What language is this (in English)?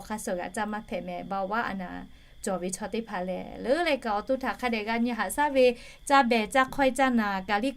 Lahu